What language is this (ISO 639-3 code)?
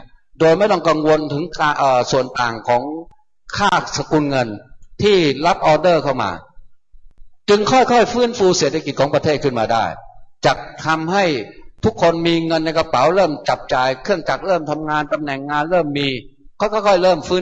tha